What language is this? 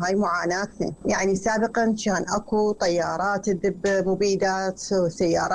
Mesopotamian Arabic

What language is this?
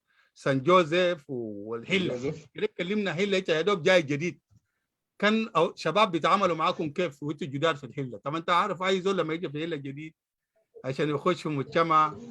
Sudanese Arabic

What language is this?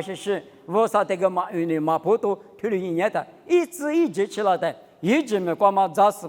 Lisu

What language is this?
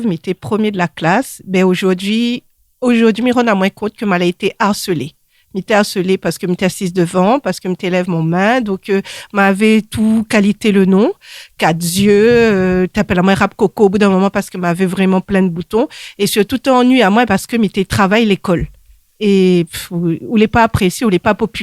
Réunion Creole French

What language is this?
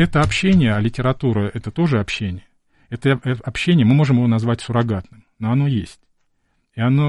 Russian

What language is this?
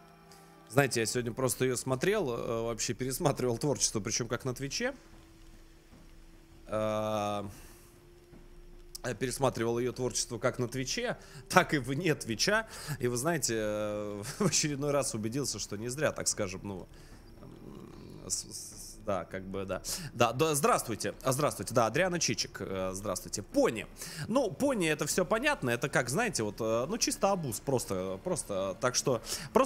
Russian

